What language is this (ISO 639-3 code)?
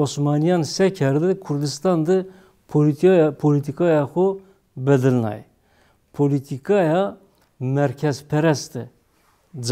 zza